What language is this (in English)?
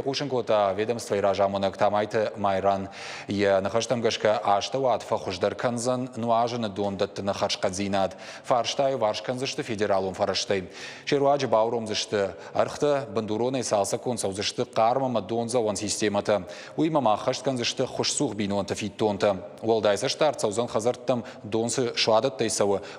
Ossetic